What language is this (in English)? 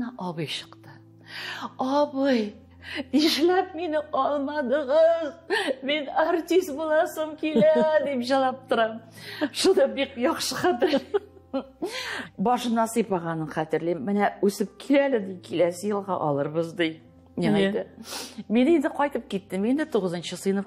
Tatar